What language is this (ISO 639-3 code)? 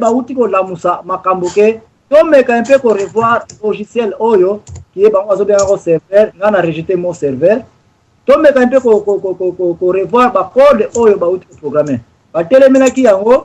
lin